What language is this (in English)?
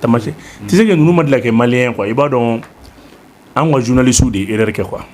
Bambara